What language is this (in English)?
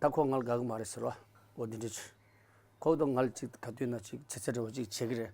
Tibetan